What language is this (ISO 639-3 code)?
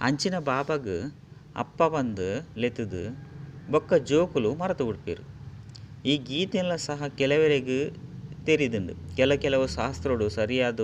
tcy